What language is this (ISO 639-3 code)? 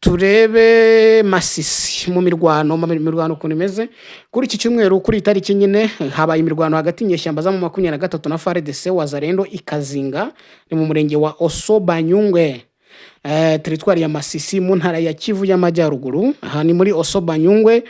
kin